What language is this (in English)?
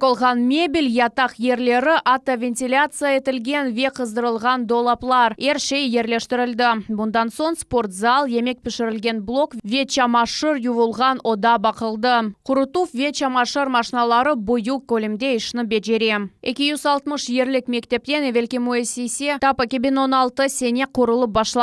Crimean Tatar